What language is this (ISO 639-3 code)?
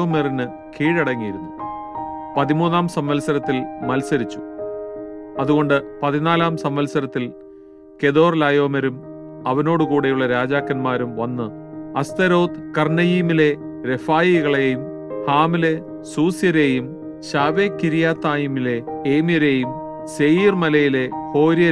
mal